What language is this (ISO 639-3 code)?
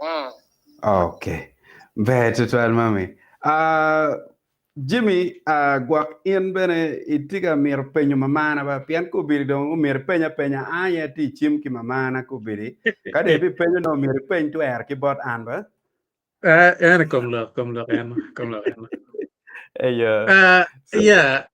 ach